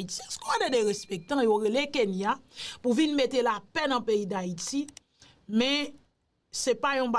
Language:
Haitian Creole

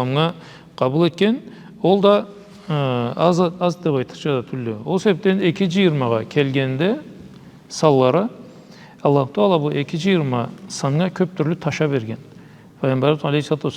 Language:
Karachay-Balkar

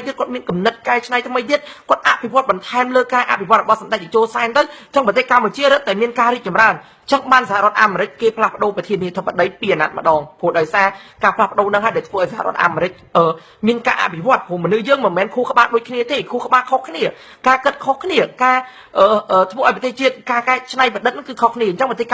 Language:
Khmer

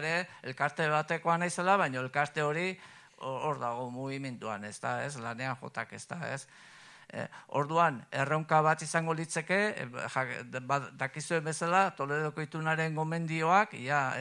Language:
Basque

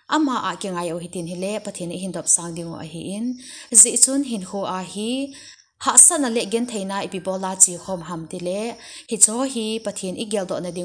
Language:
Thado Chin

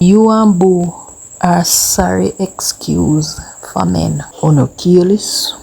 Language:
Jamaican Creole English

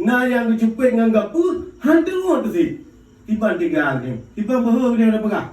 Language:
Achinese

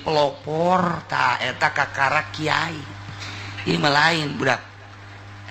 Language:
Sundanese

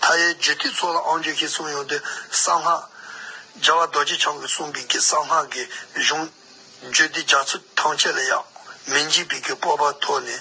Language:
Tibetan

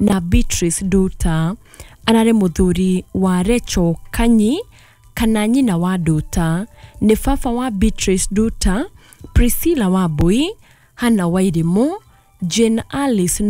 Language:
Kikuyu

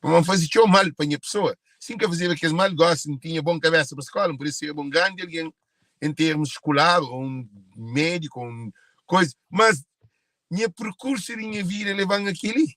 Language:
Kabuverdianu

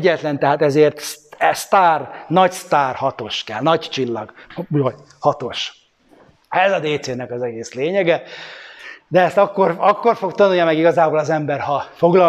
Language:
Hungarian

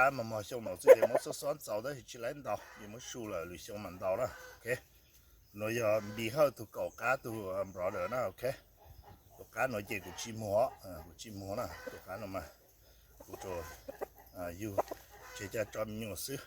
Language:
Hmong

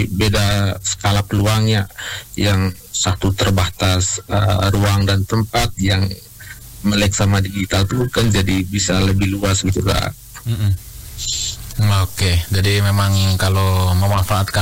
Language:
Indonesian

